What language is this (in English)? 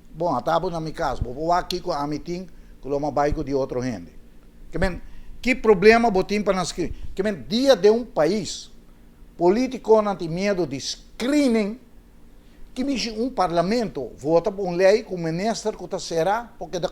Papiamento